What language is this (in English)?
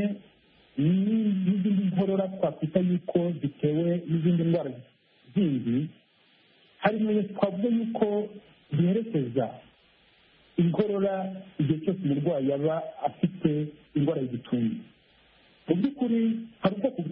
Kinyarwanda